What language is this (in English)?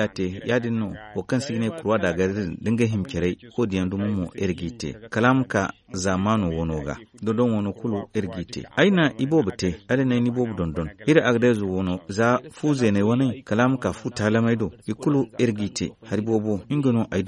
Zarma